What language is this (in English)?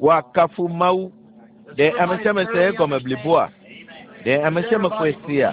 Ewe